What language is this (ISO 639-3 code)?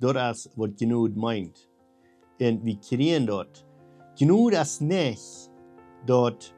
pdt